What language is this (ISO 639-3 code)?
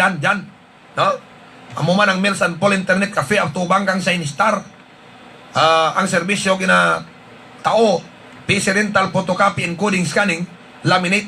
hil